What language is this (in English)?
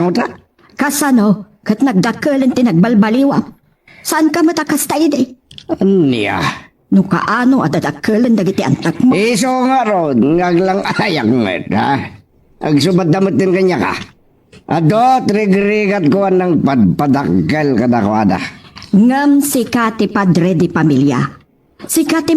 Iloko